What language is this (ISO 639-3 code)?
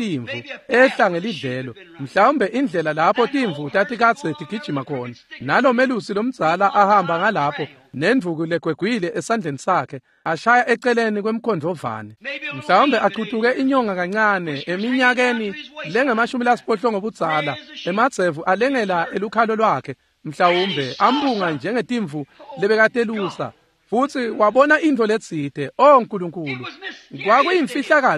ssw